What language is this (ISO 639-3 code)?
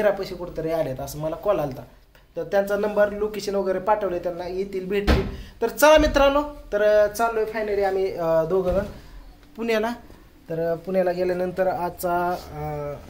mar